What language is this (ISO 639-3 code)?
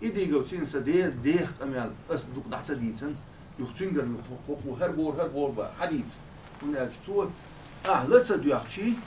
che